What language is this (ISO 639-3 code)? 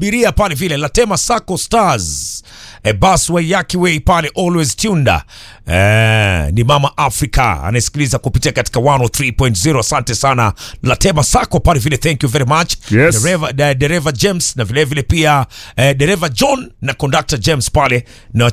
swa